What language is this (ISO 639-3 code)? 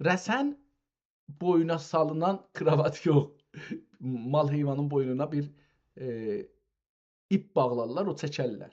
azb